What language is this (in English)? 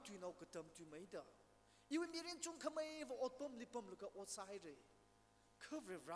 Tangkhul Naga (India)